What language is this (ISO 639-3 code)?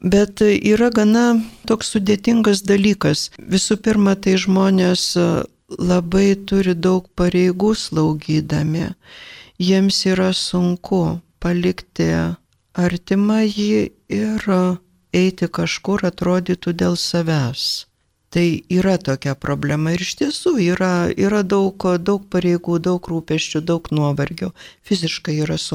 lit